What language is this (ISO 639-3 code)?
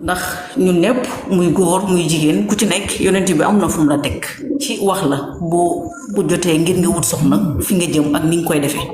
wol